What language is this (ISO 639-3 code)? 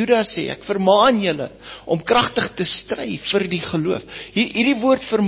afr